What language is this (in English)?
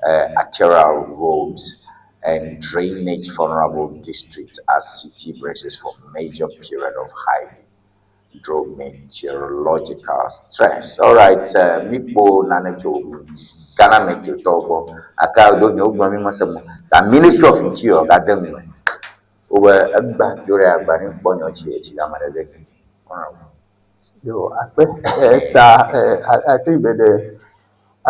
Ewe